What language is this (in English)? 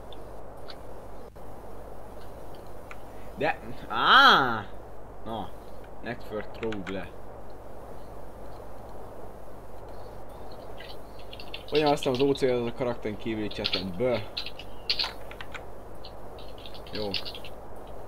Hungarian